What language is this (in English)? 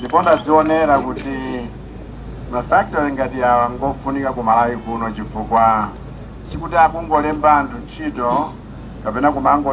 Nyanja